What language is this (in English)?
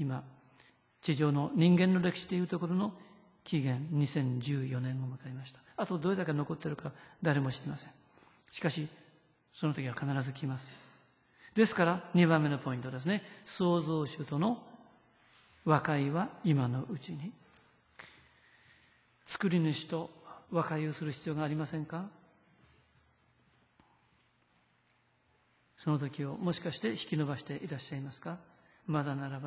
Japanese